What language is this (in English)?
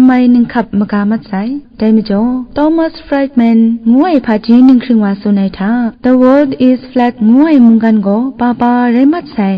Kachin